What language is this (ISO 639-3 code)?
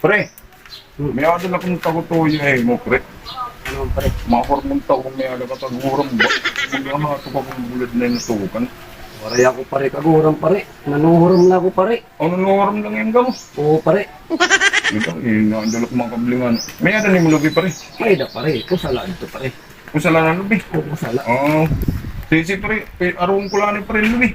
war